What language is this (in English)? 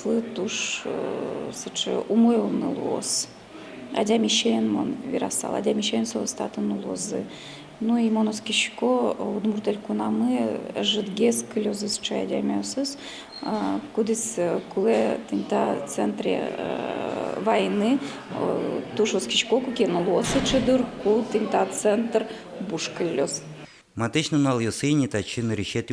Udmurt